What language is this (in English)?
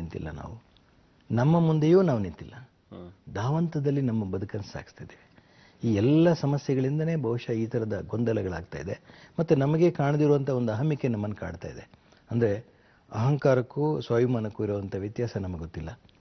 Kannada